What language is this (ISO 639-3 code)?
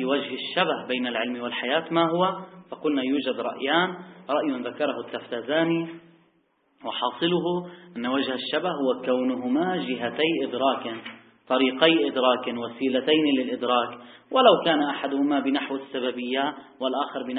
ara